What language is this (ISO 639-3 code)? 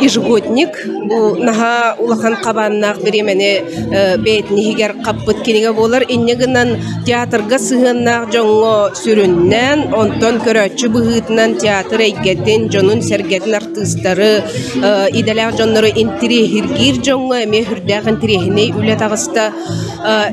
sah